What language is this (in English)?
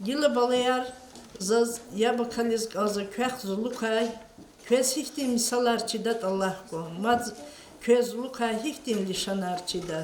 Lezghian